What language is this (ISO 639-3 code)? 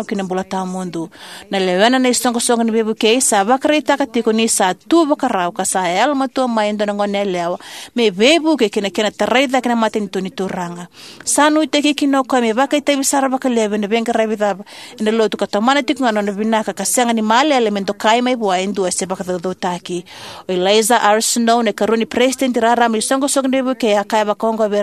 fij